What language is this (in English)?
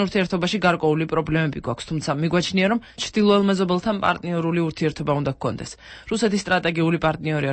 Georgian